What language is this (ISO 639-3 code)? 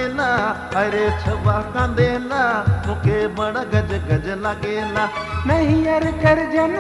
sck